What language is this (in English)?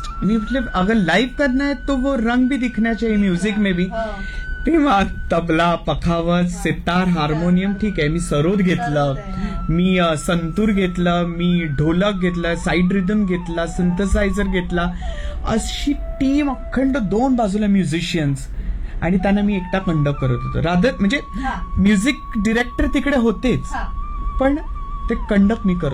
Marathi